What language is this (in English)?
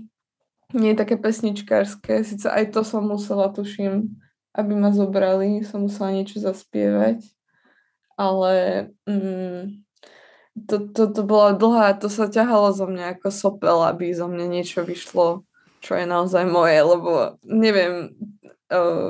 Slovak